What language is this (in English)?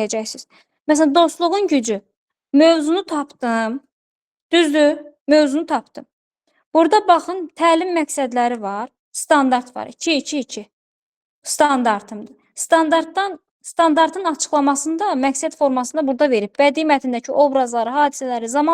Azerbaijani